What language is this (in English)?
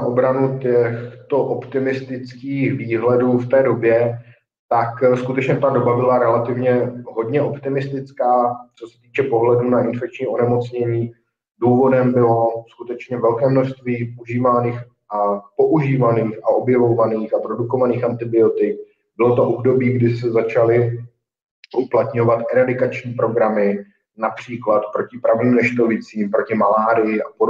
Czech